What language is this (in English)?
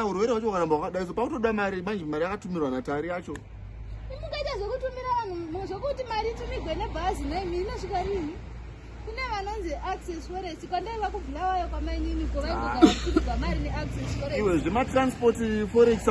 Shona